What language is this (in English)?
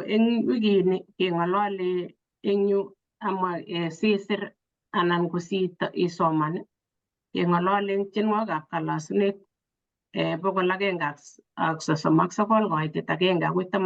Kalenjin